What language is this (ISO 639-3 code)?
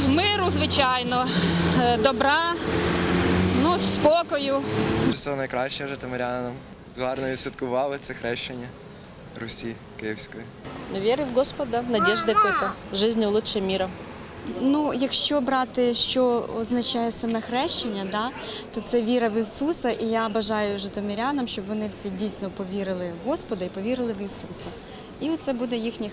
ukr